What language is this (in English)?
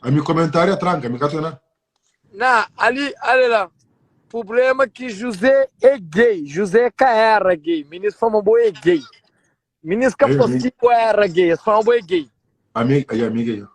Kabuverdianu